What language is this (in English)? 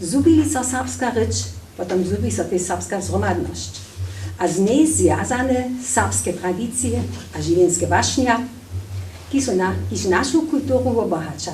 Upper Sorbian